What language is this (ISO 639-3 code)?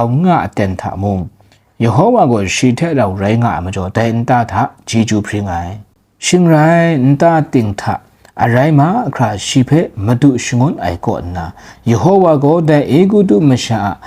kac